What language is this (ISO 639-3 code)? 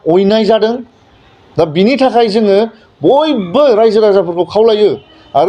brx